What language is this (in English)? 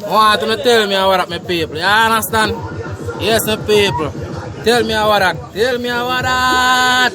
Jamaican Creole English